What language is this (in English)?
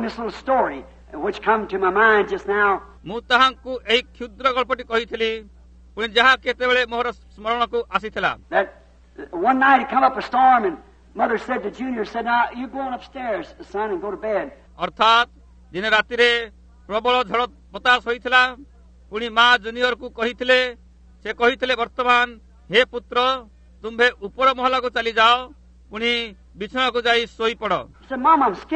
Odia